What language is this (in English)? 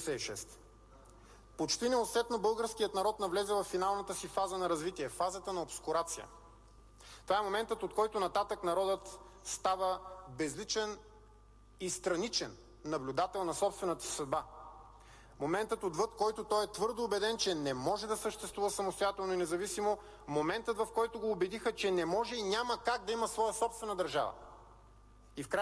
Bulgarian